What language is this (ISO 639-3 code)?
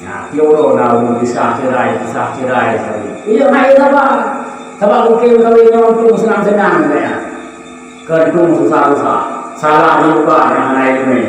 ace